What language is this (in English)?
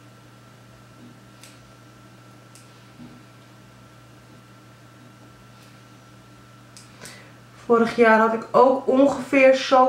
Dutch